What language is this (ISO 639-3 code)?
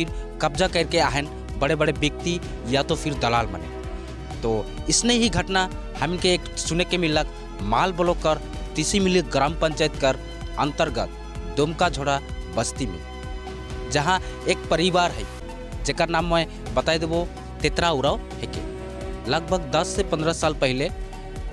sck